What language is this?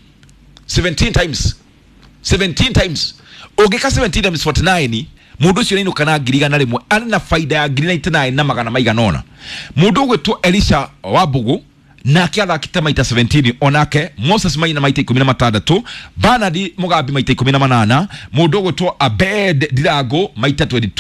Kikuyu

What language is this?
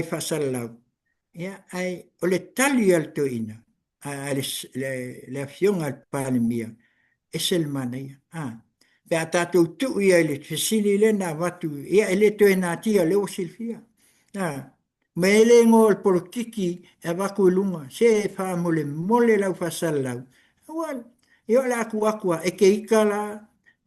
Samoan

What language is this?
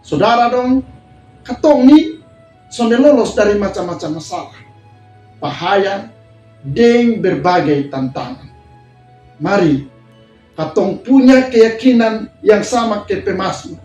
Kupang Malay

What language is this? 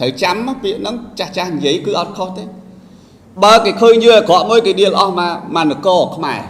Khmer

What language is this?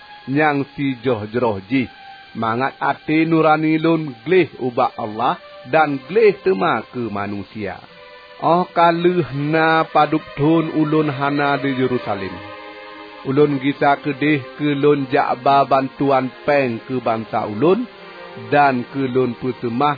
Achinese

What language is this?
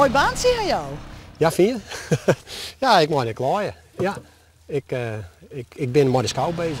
Western Frisian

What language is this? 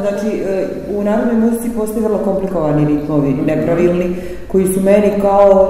Serbian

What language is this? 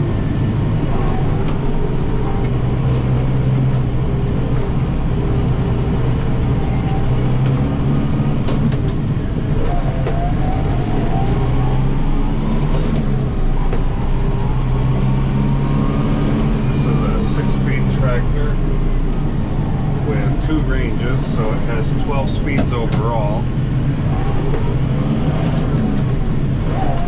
English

